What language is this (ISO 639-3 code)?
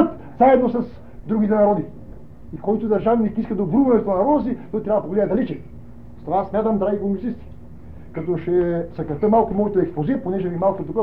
bul